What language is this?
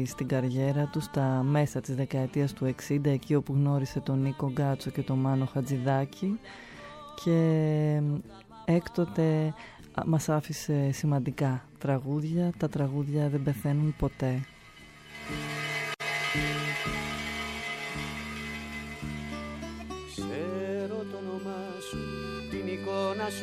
Greek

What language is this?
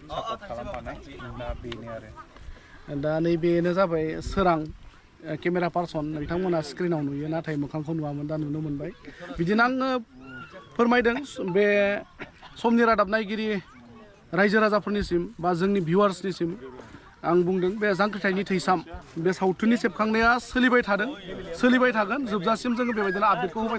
Bodo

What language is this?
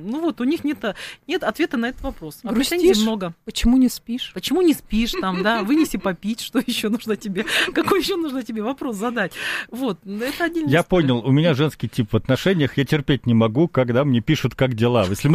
Russian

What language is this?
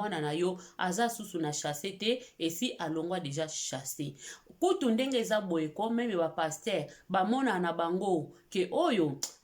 Lingala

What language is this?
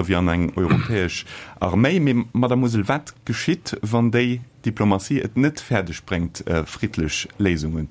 Luxembourgish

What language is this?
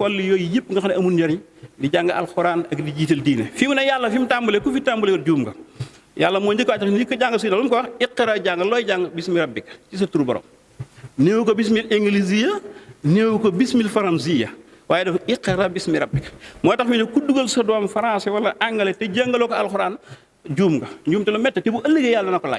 Wolof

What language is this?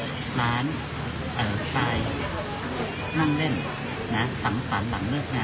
Thai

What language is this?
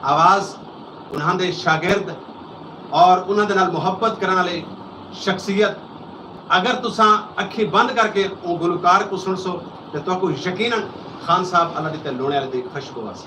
Saraiki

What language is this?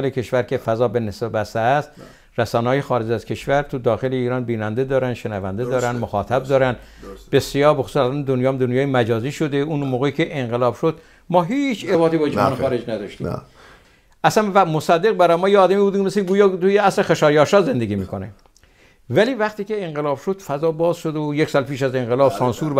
Persian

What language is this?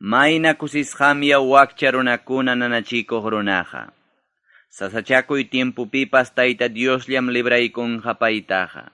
Ayacucho Quechua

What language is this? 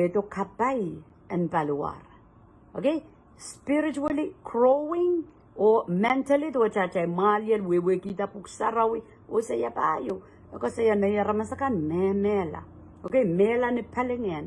Pohnpeian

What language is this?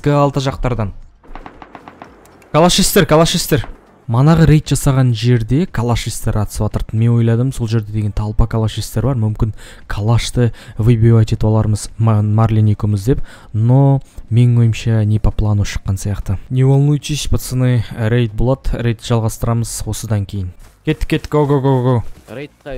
Kazakh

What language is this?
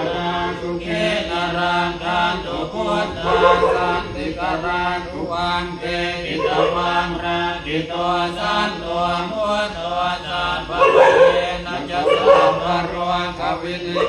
Pali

